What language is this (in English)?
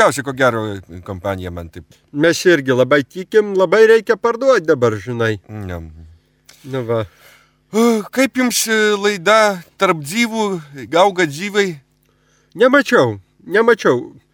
Lithuanian